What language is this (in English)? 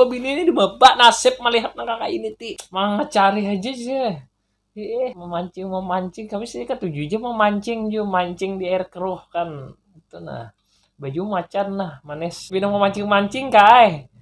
Banjar